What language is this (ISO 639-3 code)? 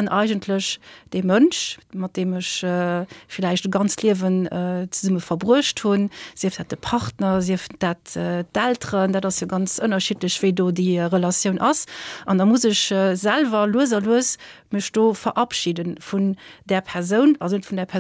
ltz